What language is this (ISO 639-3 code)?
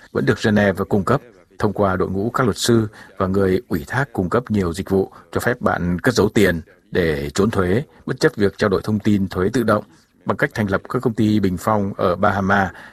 vie